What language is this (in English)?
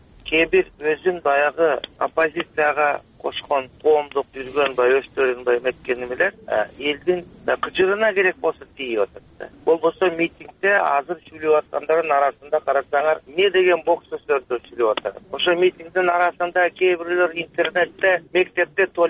Kyrgyz